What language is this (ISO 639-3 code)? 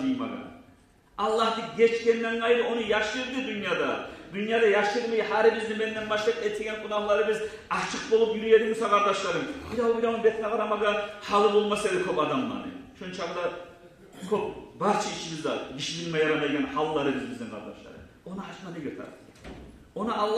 kum